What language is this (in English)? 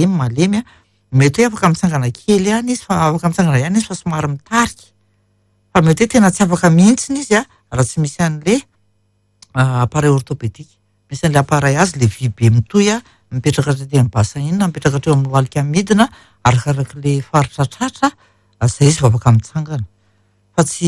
Malagasy